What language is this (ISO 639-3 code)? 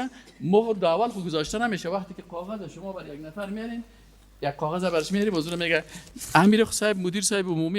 fas